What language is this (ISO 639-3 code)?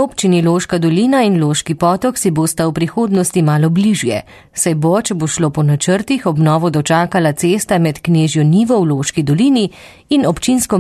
slv